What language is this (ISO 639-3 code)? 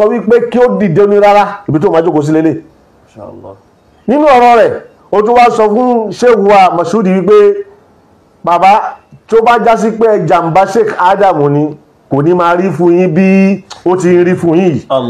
yor